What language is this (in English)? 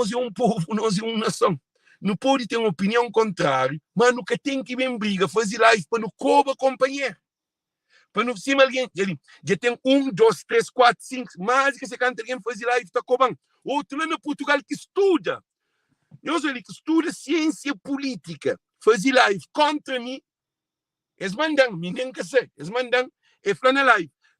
Kabuverdianu